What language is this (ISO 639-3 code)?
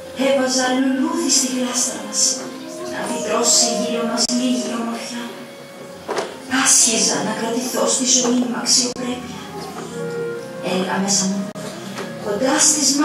ell